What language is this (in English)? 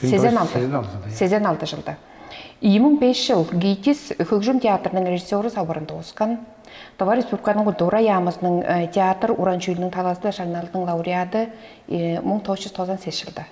Tuvinian